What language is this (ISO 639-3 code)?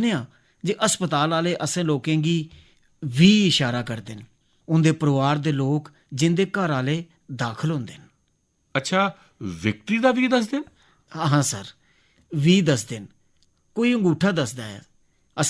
doi